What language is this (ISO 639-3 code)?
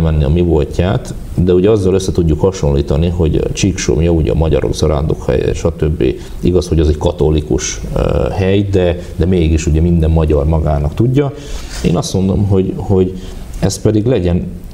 hun